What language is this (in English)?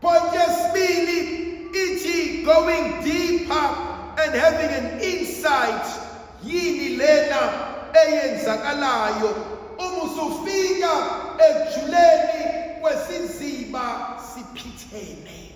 Zulu